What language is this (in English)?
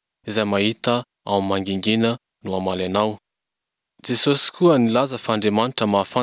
Malagasy